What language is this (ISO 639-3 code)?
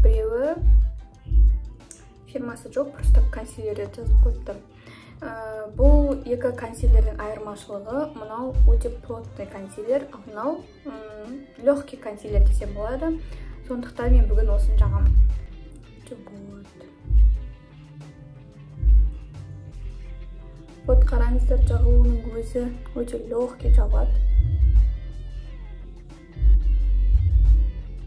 kaz